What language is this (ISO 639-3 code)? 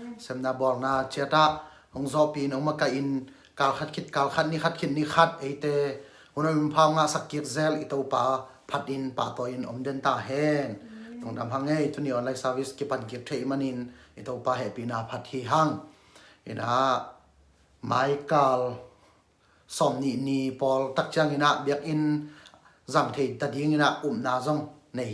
ctd